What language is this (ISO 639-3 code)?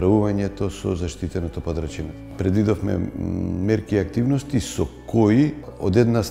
mkd